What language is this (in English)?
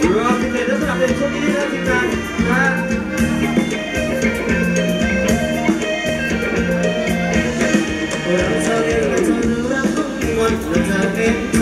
Thai